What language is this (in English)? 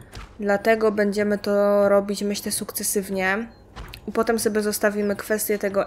Polish